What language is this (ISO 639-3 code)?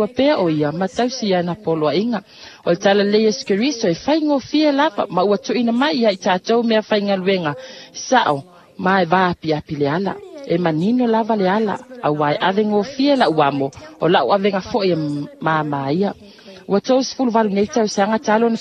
smo